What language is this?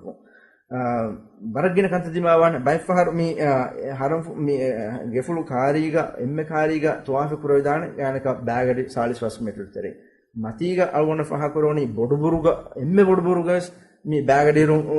Divehi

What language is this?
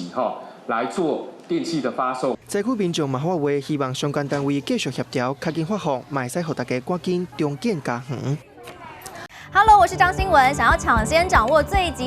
Min Nan Chinese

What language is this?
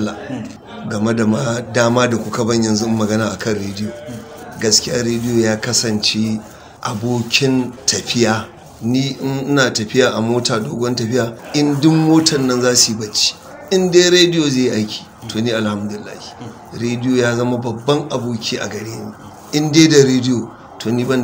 Hausa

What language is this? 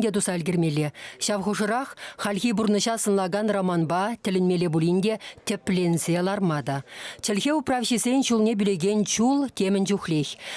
Chuvash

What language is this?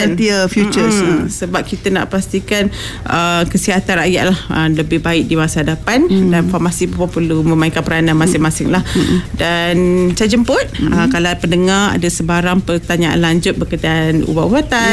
Malay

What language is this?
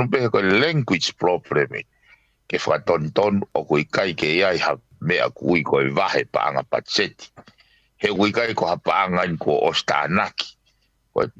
Tongan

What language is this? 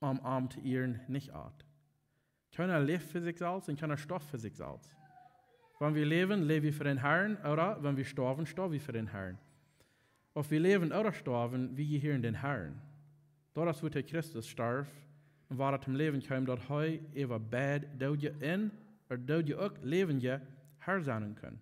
Plautdietsch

